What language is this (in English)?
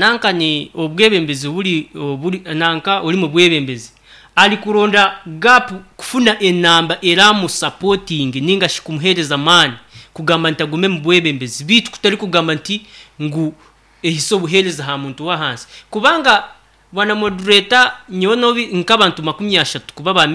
Nyankole